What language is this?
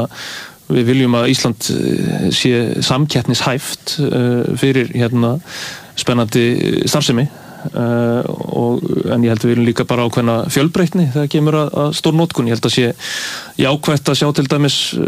Icelandic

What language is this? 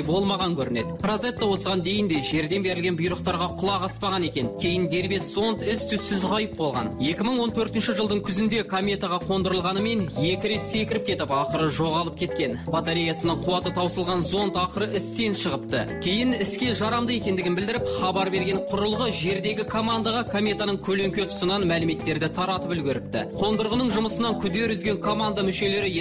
Kazakh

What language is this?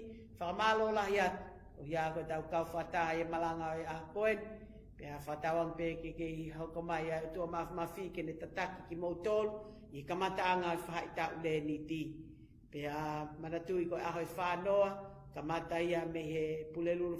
Tongan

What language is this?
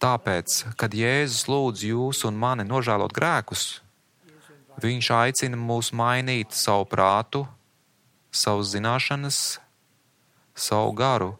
Latvian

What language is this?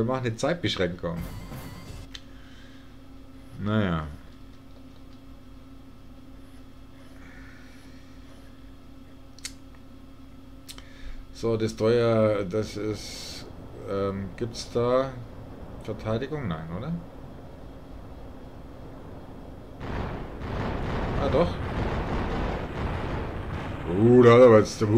German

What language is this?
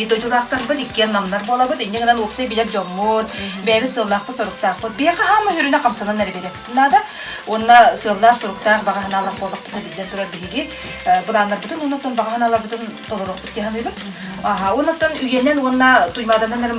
Yakut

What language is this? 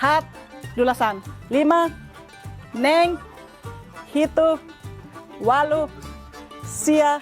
Tetum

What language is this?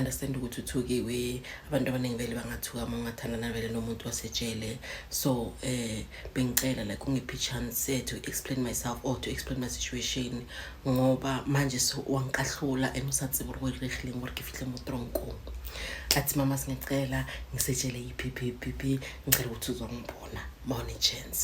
Zulu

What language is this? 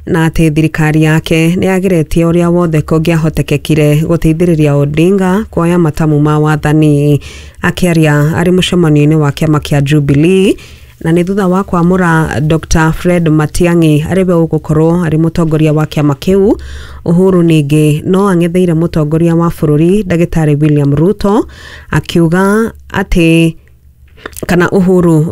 Kikuyu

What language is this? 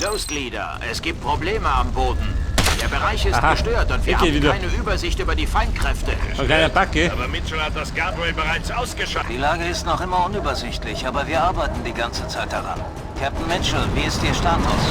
Bavarian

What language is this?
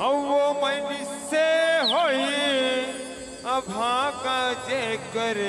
Chhattisgarhi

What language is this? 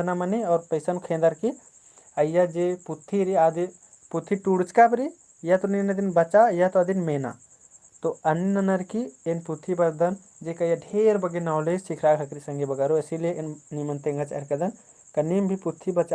Kurukh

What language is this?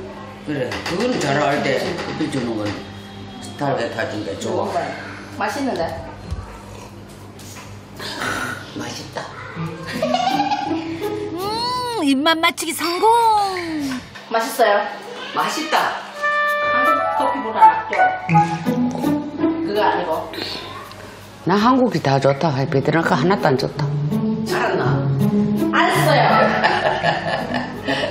Korean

